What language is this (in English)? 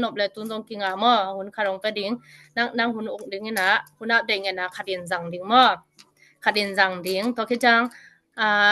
Tedim Chin